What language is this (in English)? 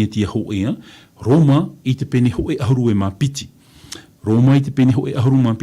Tahitian